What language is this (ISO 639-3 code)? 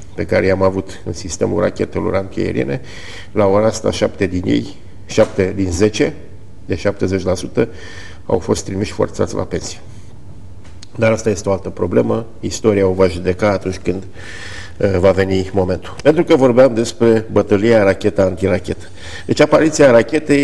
ron